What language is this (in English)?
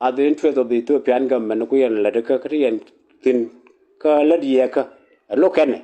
Nuer